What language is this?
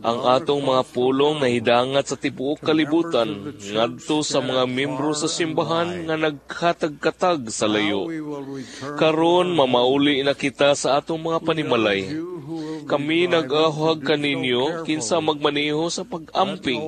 Cebuano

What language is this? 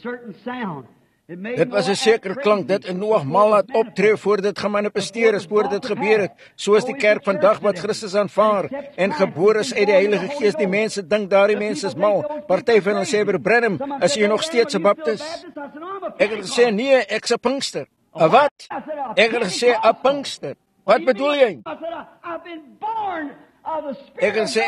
Afrikaans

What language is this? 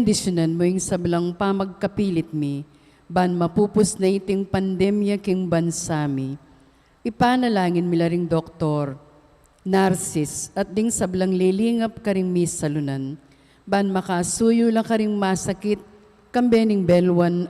Pampanga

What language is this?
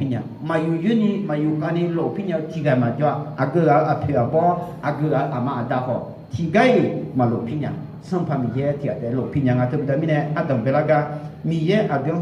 Akha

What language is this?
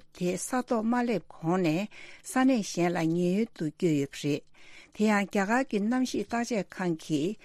Tibetan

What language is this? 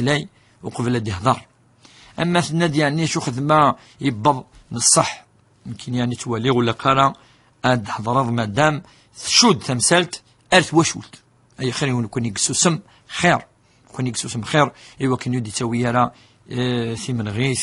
Kabyle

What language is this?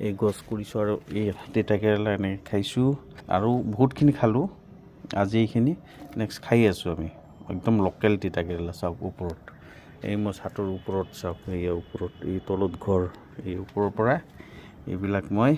Assamese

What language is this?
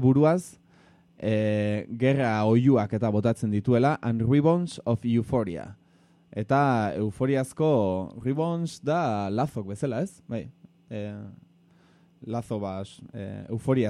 Basque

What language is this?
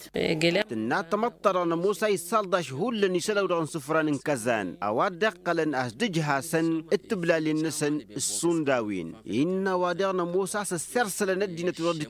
Tamasheq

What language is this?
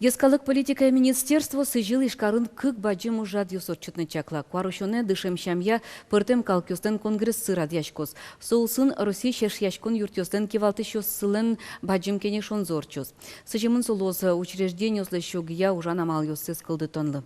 Udmurt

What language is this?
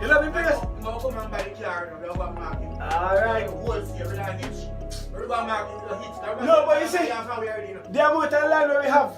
Jamaican Creole English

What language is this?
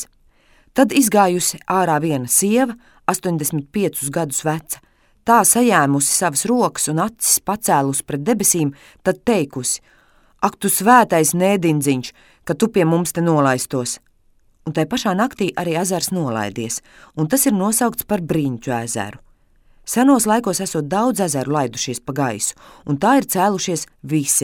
Latvian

